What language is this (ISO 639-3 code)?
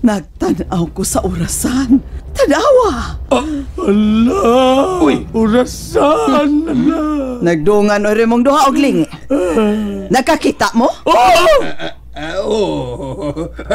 ceb